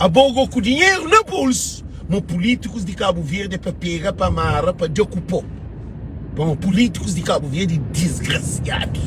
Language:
Kabuverdianu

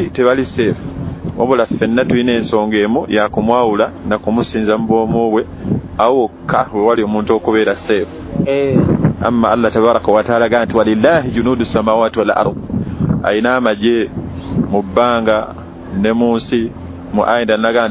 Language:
Ganda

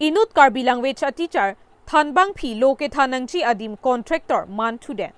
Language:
Karbi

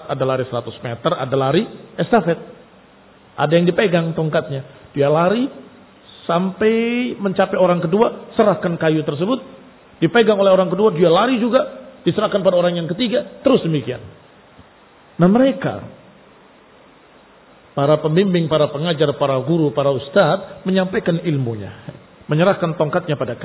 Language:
Indonesian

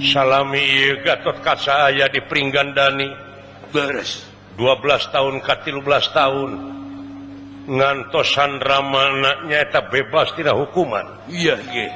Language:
Sundanese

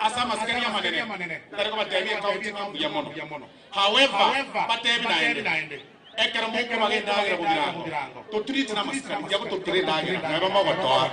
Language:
Gusii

